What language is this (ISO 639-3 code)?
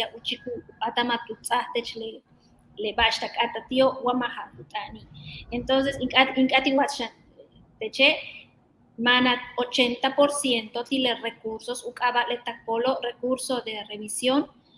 yua